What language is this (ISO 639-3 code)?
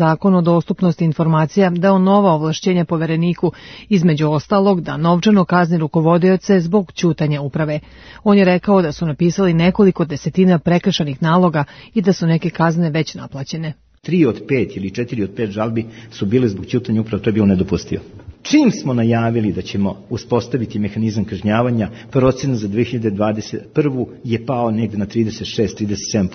srp